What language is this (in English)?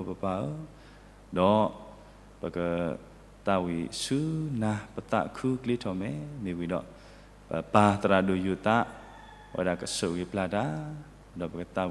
S'gaw Karen